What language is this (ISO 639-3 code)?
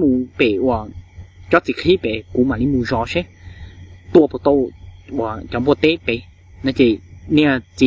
hmn